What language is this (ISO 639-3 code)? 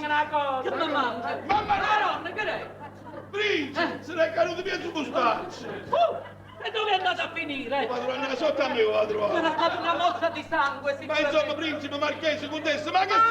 nap